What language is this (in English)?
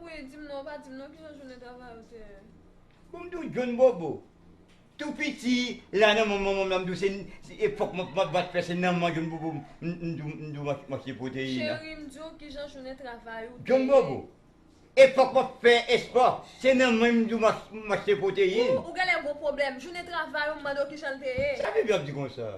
Haitian Creole